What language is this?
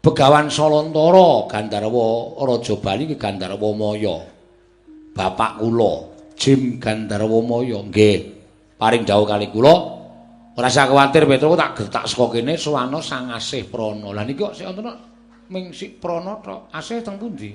Javanese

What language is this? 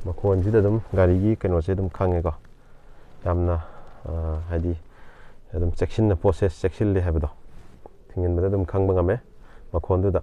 Manipuri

